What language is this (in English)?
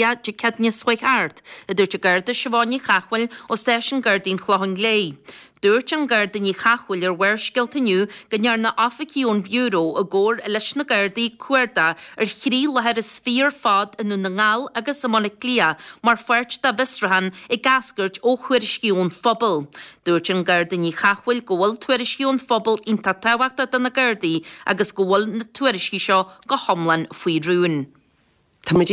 Irish